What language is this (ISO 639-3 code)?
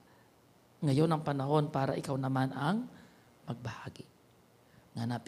pam